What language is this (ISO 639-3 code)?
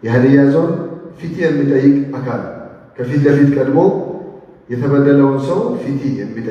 amh